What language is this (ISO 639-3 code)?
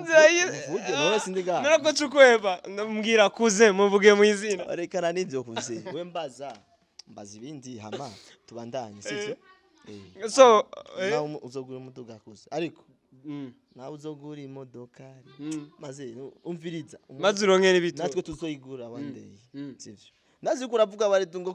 run